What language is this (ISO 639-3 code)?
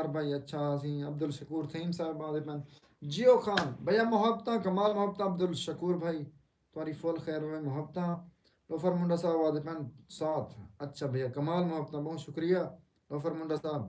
skr